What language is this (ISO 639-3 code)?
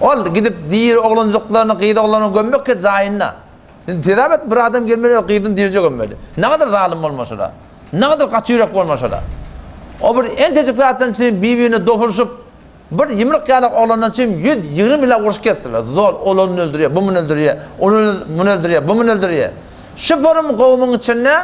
tuk